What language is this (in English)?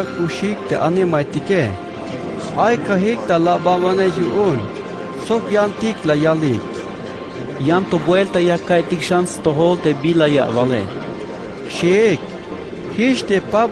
Tzeltal